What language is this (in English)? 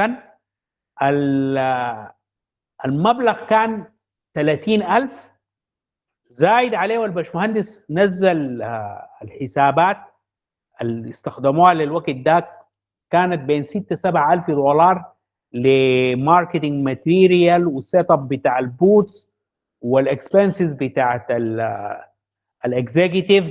Sudanese Arabic